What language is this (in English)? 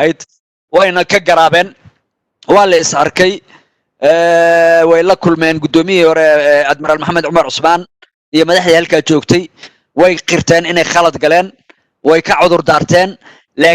Somali